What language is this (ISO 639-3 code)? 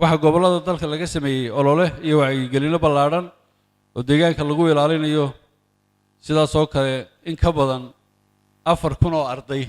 som